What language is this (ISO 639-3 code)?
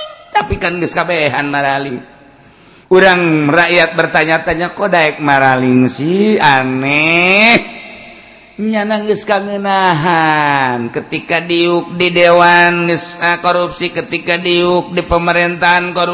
sun